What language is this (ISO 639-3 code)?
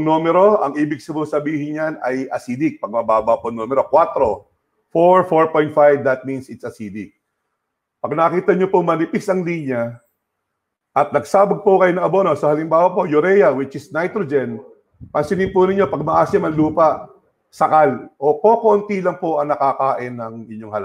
fil